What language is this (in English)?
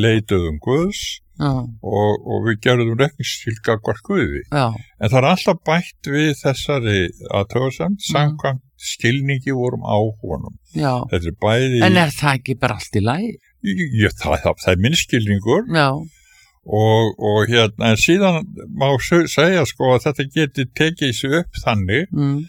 Icelandic